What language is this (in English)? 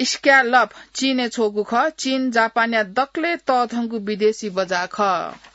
Newari